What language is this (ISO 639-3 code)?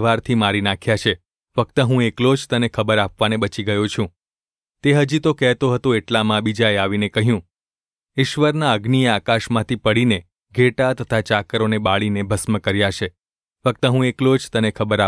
guj